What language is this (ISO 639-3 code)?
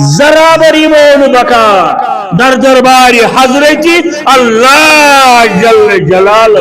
kas